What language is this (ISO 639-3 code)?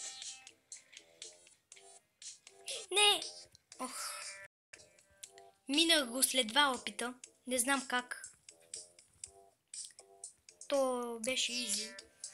bul